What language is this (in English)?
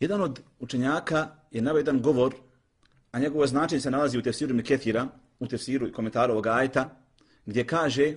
Bosnian